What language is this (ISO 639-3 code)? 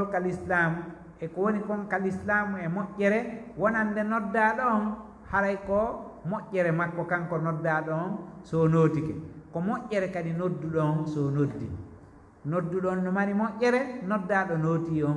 ful